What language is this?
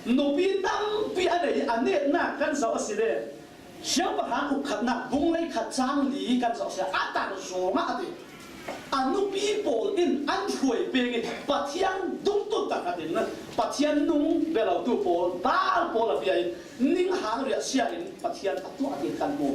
Falam Chin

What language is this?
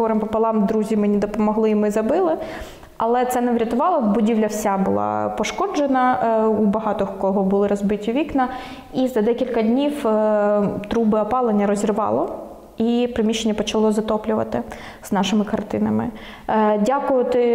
Ukrainian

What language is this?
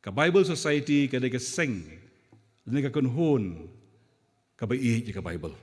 Khasi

